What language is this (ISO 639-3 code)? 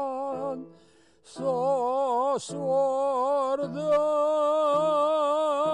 abk